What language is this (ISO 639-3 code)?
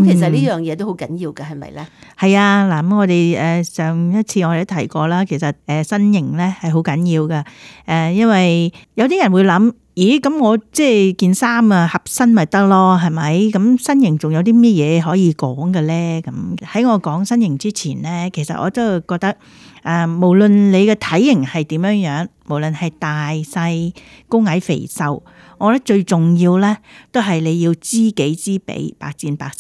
yue